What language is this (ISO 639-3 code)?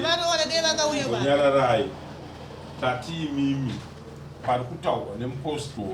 sna